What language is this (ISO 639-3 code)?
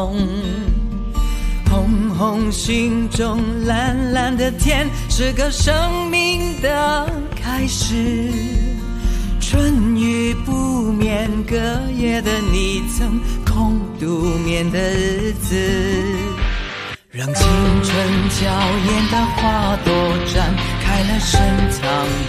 zho